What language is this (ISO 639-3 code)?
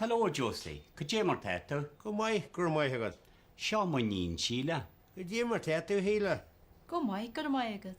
gle